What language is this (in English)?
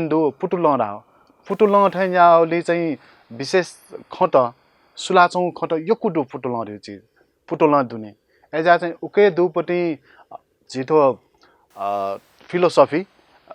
Newari